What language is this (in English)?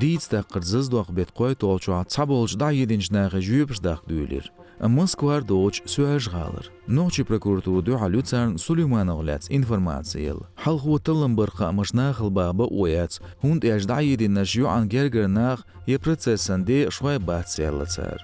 Chechen